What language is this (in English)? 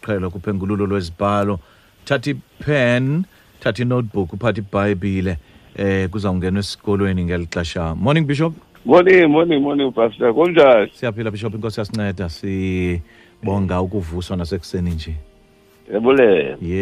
Xhosa